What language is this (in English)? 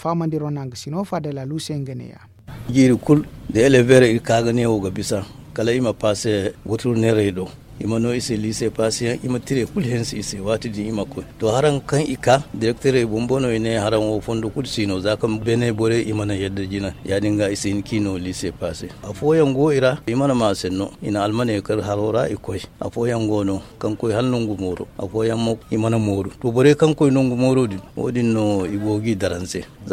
Zarma